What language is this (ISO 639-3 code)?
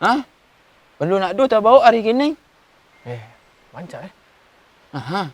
min